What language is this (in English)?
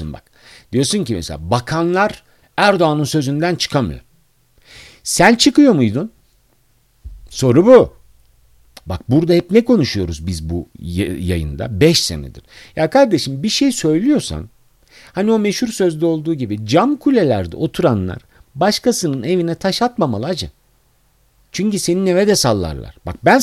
Turkish